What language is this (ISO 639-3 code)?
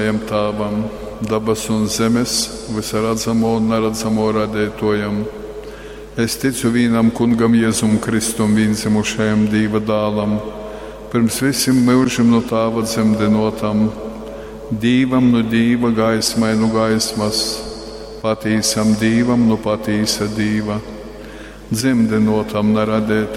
ltg